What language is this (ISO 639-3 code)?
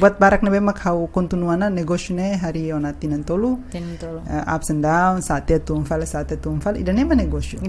tet